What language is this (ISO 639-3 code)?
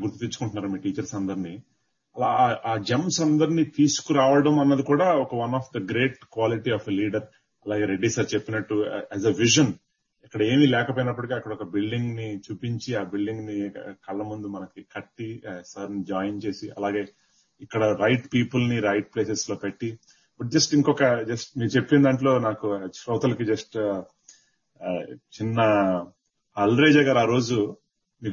tel